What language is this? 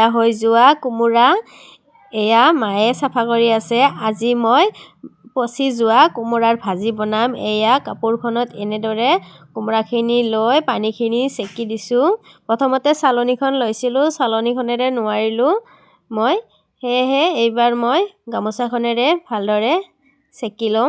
Assamese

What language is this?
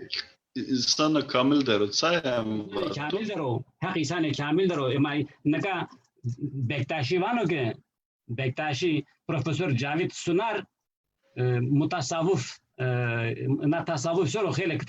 Zaza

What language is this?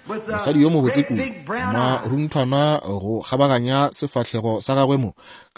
Northern Sotho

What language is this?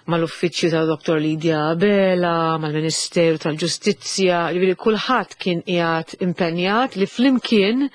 Maltese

